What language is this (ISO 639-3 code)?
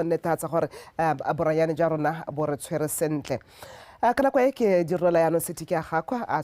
tsn